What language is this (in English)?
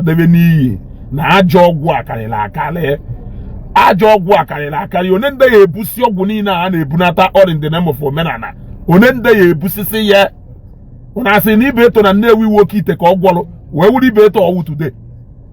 Igbo